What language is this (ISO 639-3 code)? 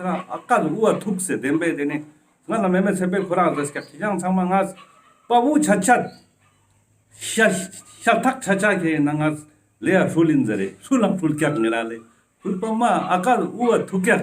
lbj